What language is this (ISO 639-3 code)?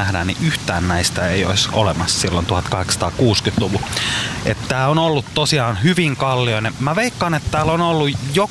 fin